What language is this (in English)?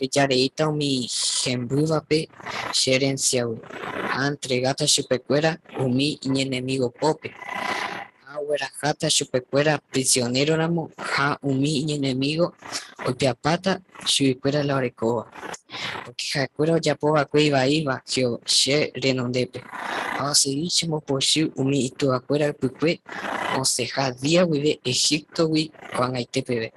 Guarani